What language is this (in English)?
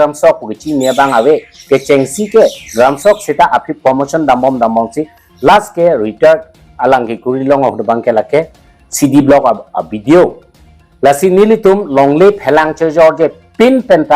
Karbi